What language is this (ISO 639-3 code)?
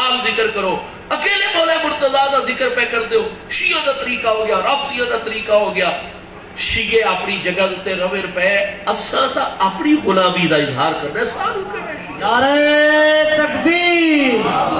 skr